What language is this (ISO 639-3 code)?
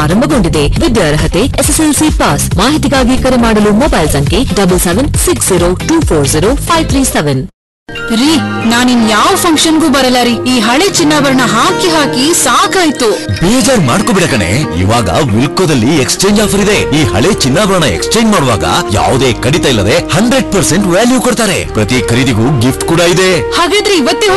kan